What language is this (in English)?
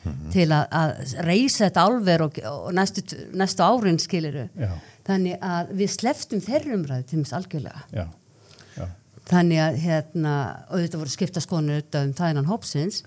Icelandic